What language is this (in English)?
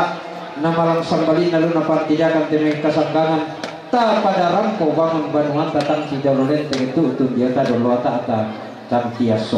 Toraja-Sa'dan